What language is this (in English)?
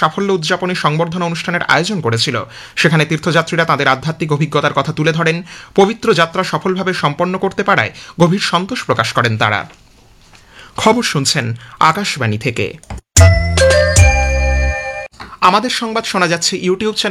Bangla